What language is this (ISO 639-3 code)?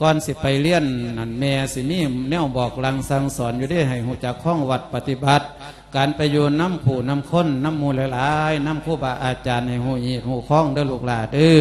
lao